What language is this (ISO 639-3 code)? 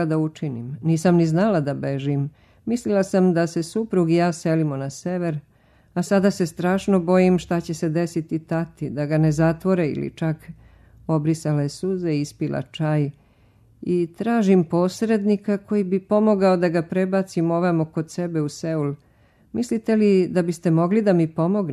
srp